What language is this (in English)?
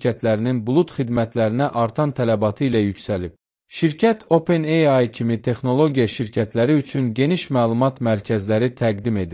Azerbaijani